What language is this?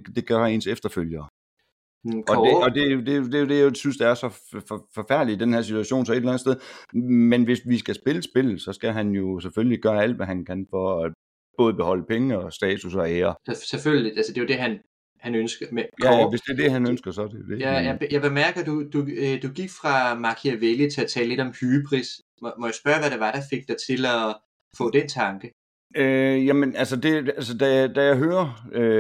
Danish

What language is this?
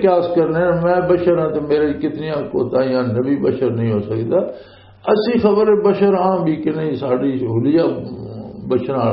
Western Panjabi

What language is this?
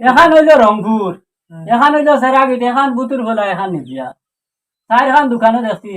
Sylheti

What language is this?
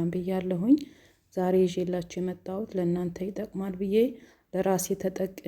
Amharic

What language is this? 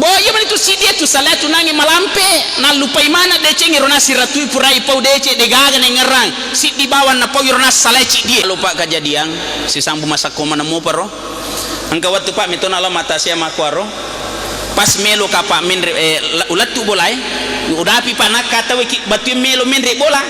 Buginese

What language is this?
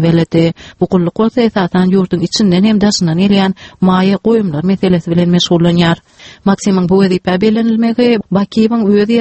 Turkmen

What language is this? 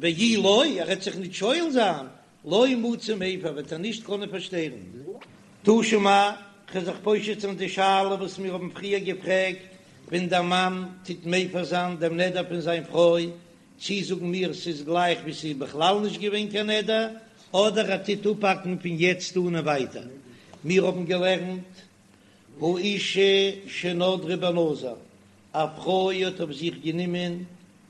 Yiddish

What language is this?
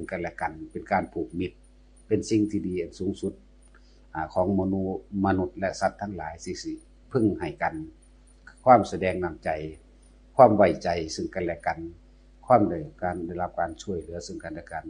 Northeastern Thai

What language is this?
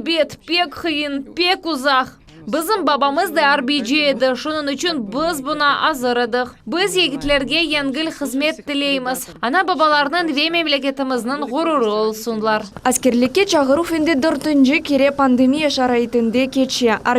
Crimean Tatar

